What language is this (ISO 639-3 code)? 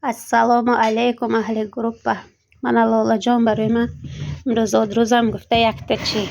tgk